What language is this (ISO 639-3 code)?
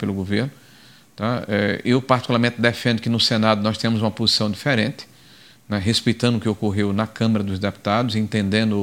por